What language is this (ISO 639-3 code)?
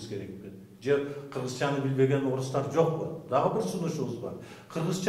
kir